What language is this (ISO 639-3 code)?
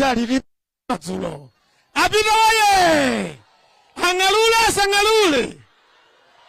nya